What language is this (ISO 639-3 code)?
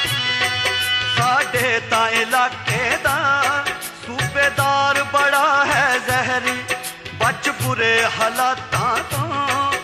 pan